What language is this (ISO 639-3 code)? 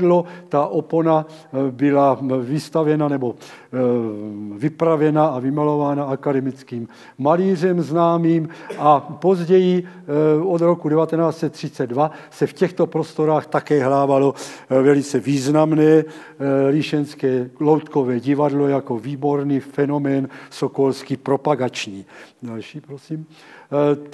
ces